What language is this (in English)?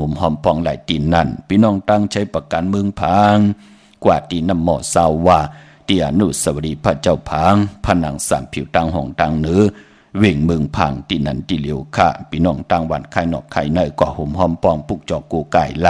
Shan